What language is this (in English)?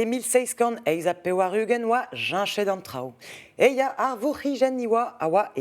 Breton